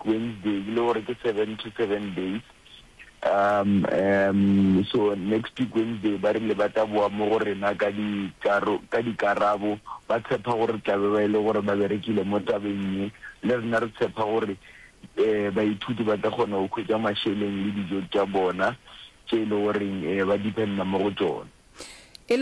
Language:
Northern Sotho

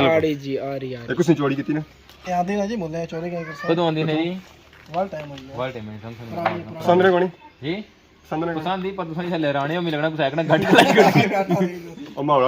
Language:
Pahari-Potwari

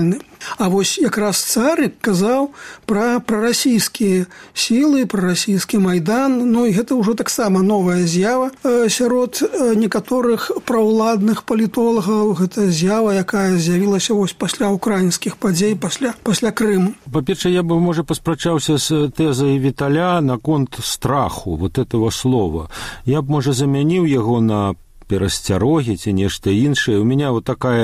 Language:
Belarusian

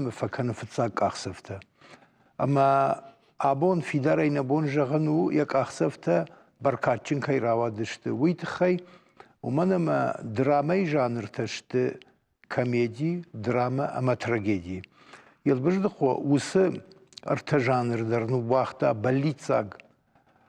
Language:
Ossetic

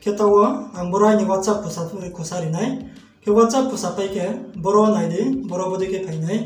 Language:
Riang (India)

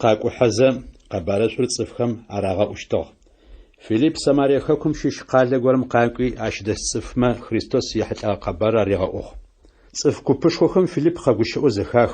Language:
Adyghe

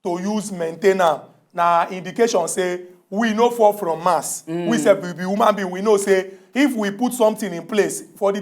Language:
Nigerian Pidgin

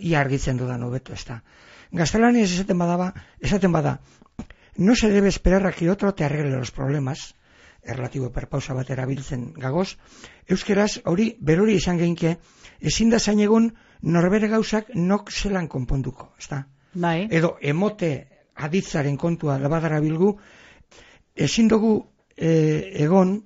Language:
Basque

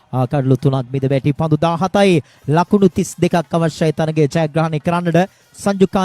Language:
Sinhala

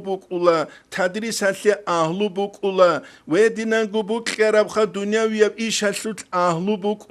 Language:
Avaric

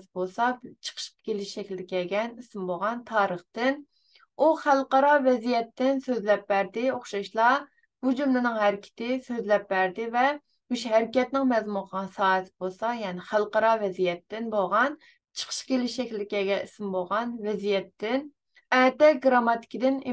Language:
Uyghur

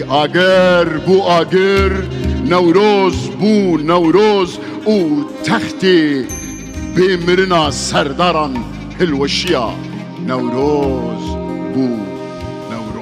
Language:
Kurdish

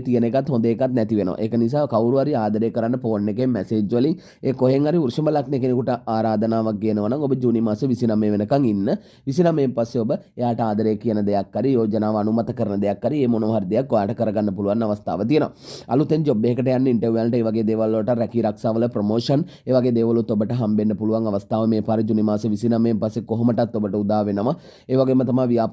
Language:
Sinhala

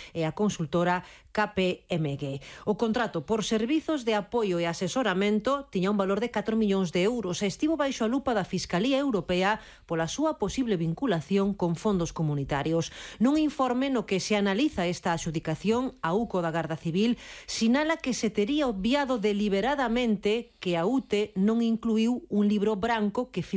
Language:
Galician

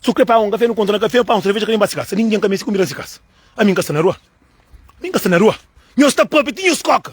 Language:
Kabuverdianu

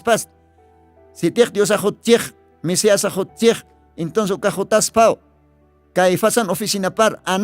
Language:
Aymara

